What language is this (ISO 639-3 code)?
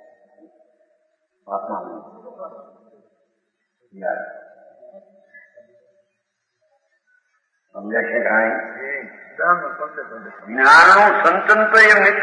guj